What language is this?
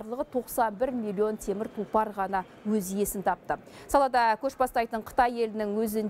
Kazakh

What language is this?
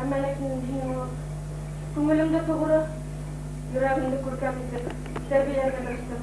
Bashkir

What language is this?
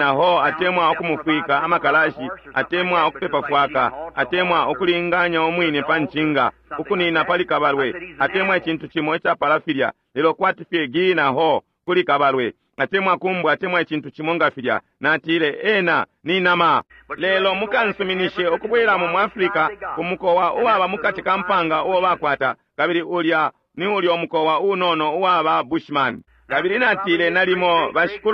Bemba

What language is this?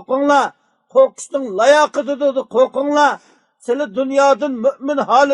Uyghur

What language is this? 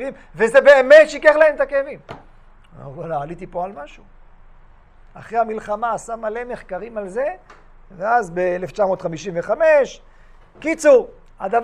Hebrew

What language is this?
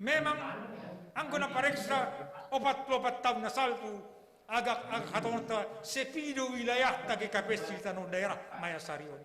Batak Simalungun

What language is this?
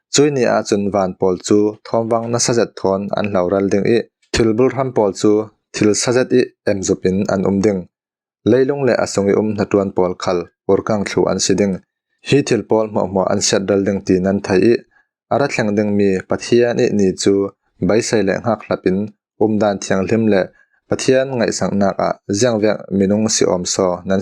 Falam Chin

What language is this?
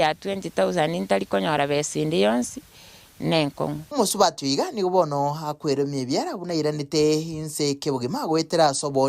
Gusii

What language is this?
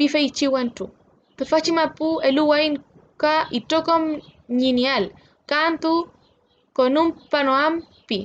Mapuche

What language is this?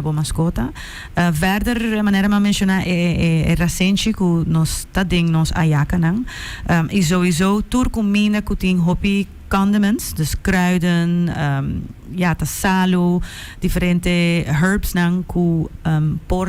Papiamento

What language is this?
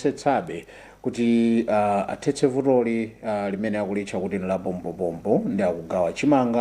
Nyanja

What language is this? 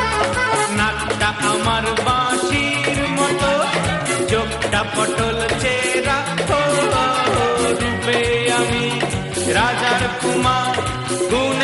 Bangla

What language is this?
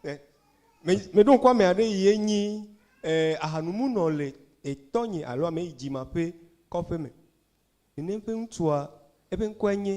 Ewe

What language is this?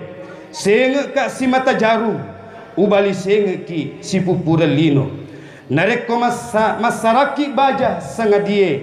Buginese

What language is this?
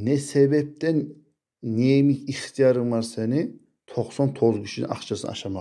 Kumyk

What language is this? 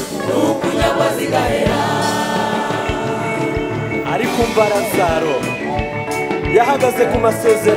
Kinyarwanda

